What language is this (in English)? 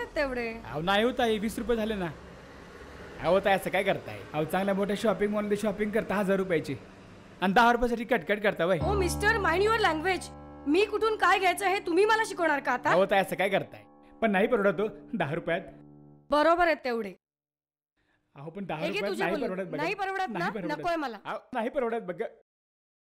Marathi